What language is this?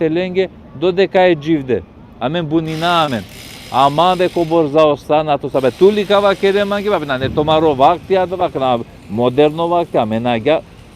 Balkan Romani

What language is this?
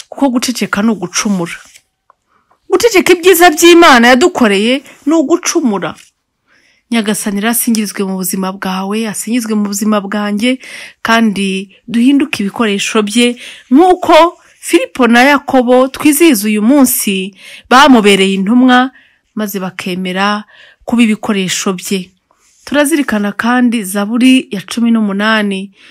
Kinyarwanda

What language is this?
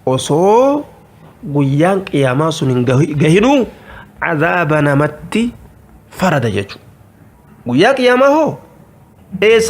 Oromo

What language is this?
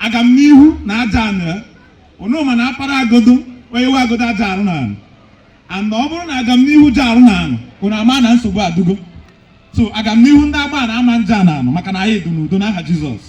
Igbo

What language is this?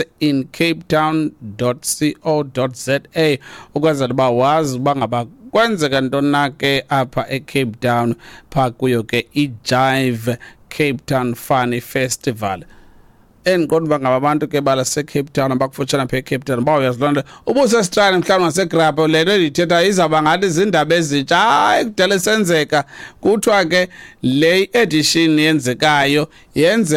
Xhosa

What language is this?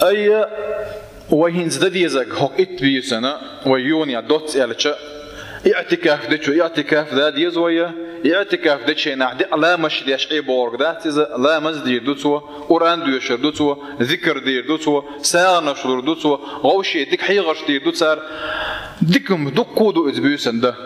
Chechen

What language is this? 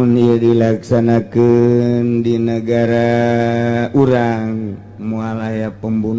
Sundanese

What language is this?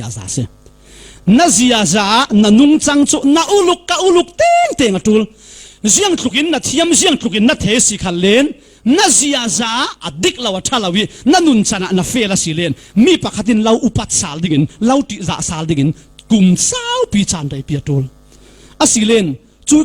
Falam Chin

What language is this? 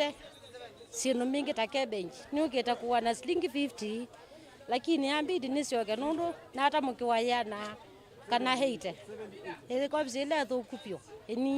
Kamba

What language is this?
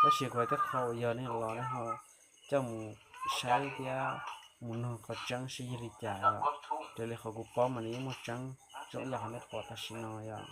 Hmong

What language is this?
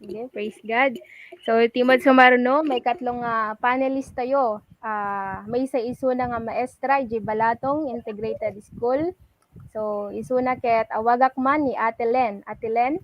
Iloko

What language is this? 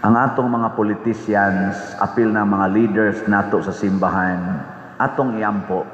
Cebuano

